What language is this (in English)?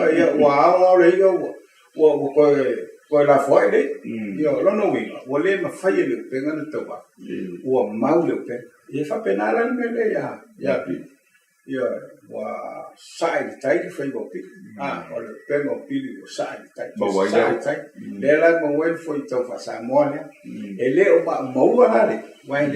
Samoan